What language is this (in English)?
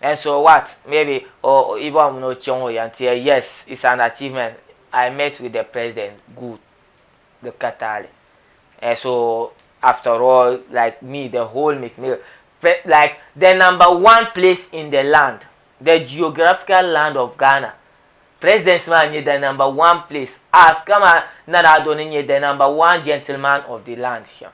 Dagbani